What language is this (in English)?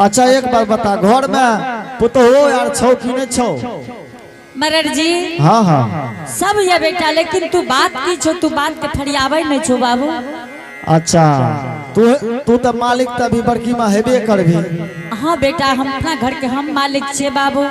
Angika